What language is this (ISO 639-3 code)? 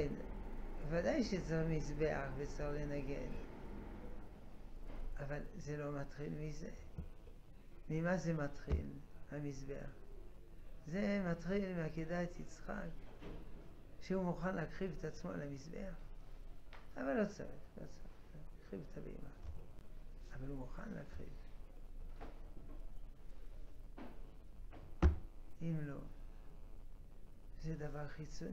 heb